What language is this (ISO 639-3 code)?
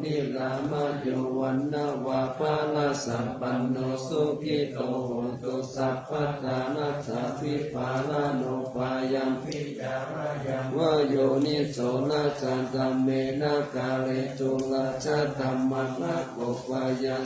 pli